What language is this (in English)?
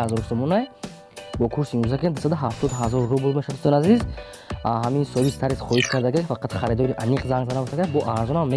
Tajik